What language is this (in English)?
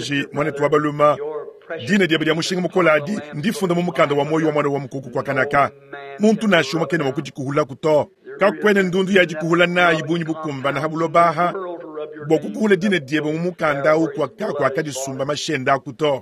Luba-Lulua